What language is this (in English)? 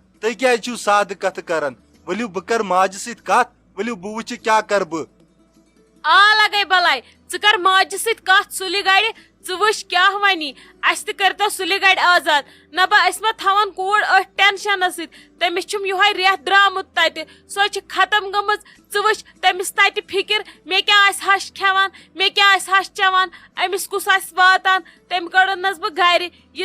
Kashmiri